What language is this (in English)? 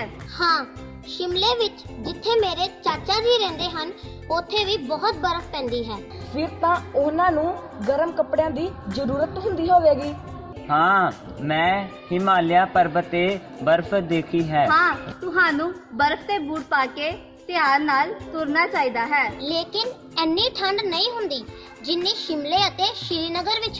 Punjabi